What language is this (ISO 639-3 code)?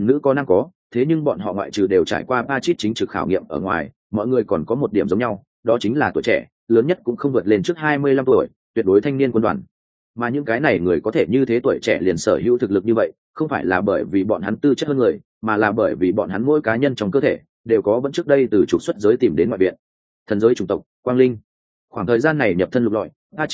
vie